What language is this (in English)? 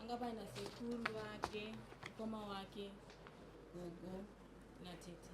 Shona